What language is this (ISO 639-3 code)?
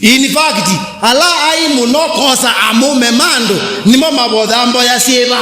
kam